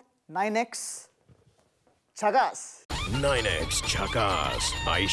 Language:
Marathi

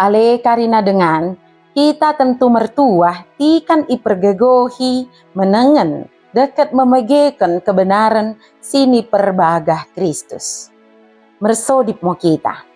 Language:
Batak Dairi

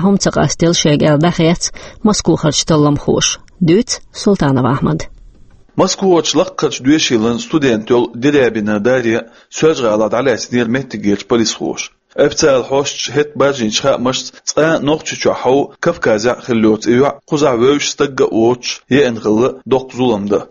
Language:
Chechen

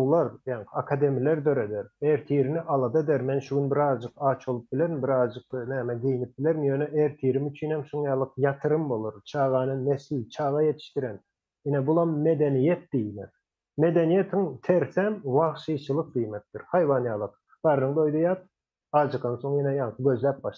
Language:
Turkmen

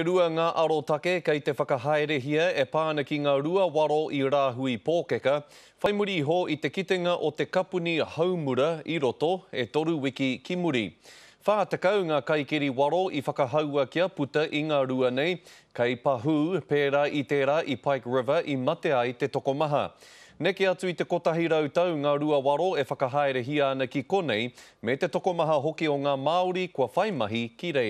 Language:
Māori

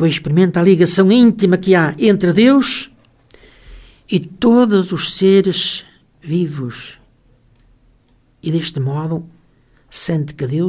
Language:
Portuguese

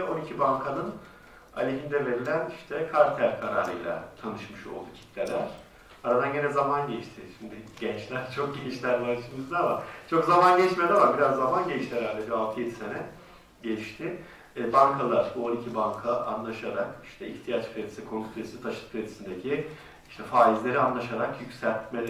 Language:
Turkish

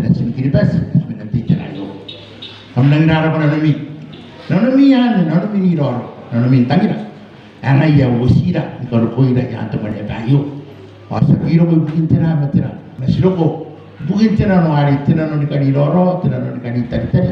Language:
Gilbertese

